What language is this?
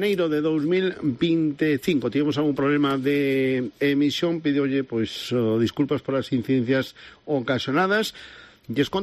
Galician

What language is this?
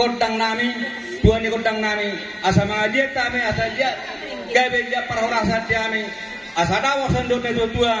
Batak Toba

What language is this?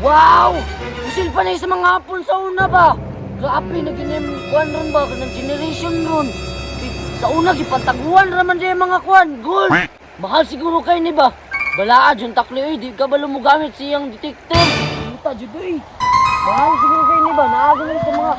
Cebuano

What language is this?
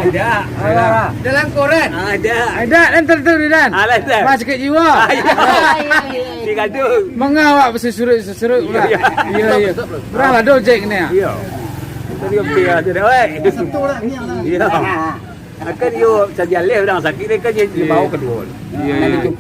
Minangkabau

